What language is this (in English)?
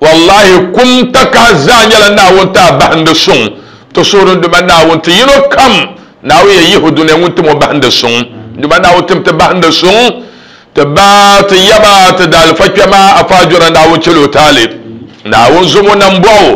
Dagbani